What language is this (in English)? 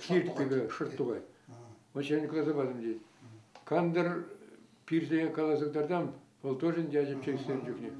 Chuvash